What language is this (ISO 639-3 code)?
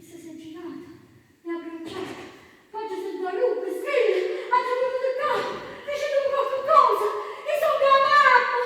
nap